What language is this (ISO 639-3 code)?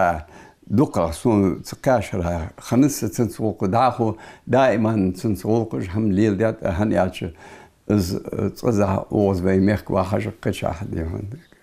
inh